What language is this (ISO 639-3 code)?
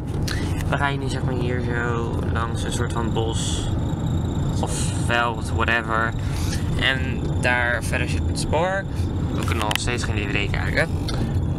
nld